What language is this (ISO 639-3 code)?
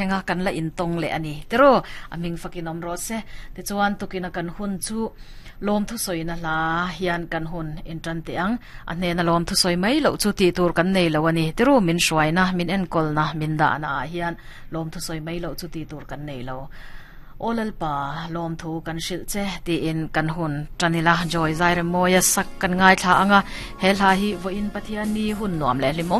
lus